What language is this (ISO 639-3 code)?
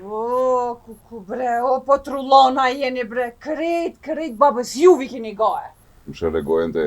sqi